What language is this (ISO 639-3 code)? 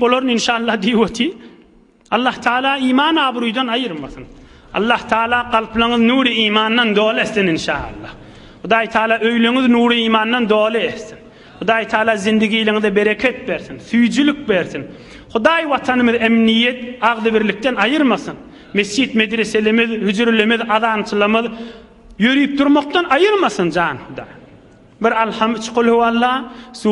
tuk